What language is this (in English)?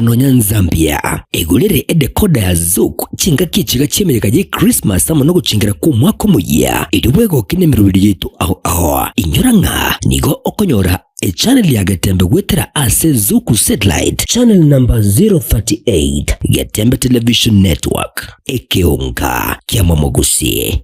Gusii